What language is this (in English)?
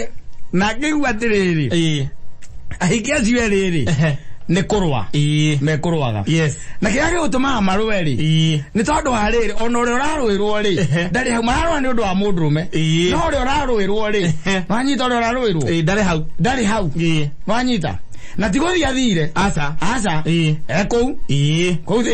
Kikuyu